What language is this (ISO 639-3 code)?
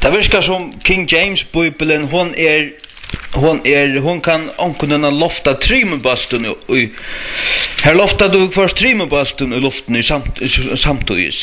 fao